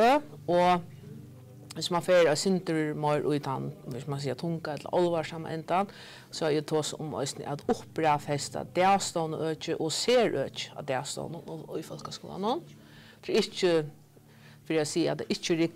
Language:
Faroese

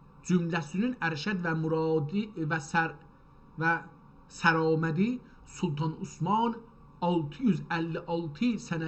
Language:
South Azerbaijani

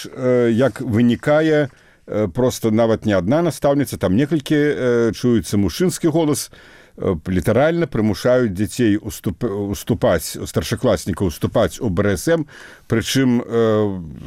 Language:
Belarusian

